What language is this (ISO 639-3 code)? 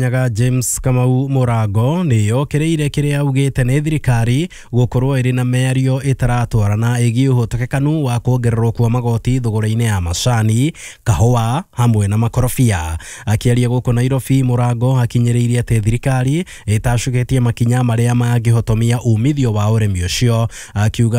kik